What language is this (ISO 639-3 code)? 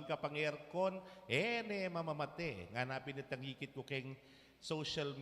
pam